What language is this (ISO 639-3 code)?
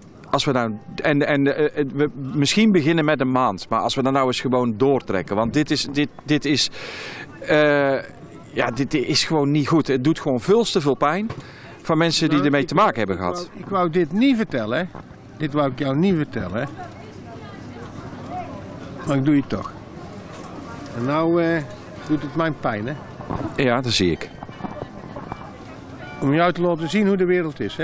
nld